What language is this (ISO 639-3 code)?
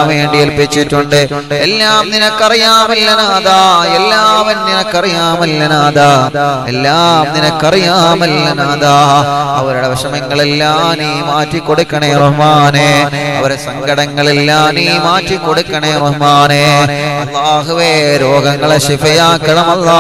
mal